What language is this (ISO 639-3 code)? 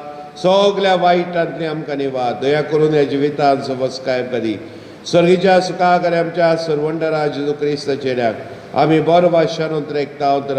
kok